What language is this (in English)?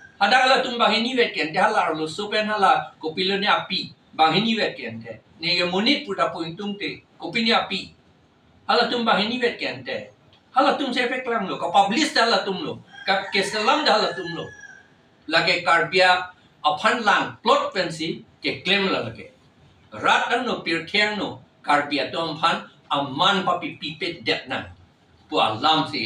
Karbi